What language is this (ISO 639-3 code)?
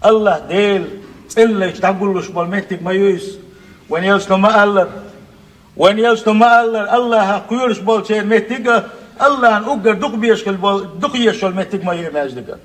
che